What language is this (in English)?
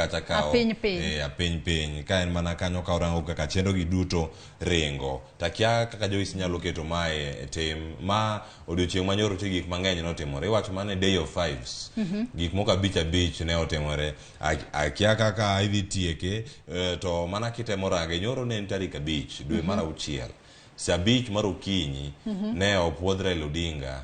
Luo (Kenya and Tanzania)